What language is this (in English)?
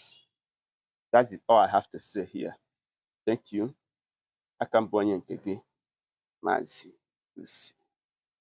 Igbo